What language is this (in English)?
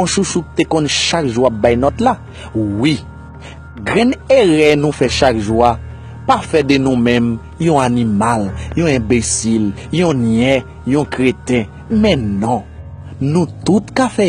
Haitian Creole